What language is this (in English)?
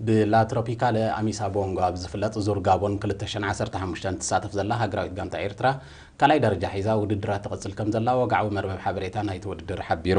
Tigrinya